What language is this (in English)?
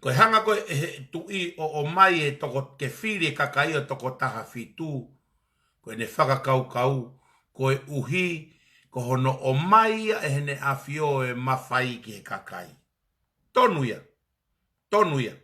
Tongan